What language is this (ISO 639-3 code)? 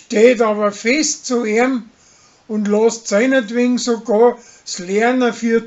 bar